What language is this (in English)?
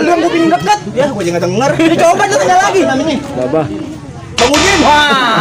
Betawi